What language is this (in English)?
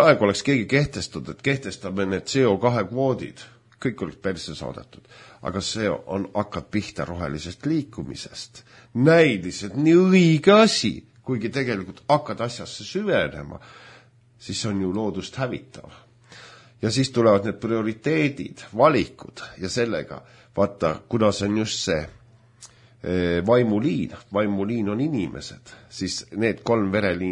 Estonian